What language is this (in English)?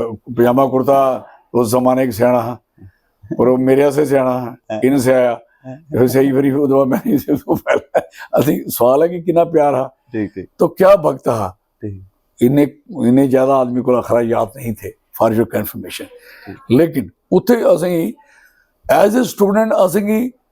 Dogri